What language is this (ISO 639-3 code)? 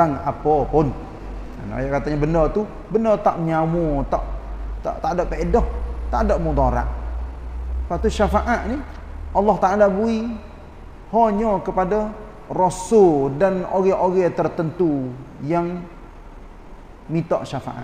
msa